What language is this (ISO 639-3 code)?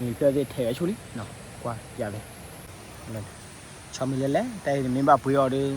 ksw